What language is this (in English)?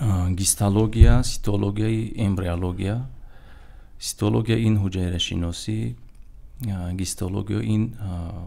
Tajik